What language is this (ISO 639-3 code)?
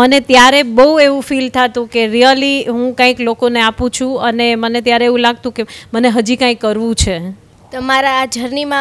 guj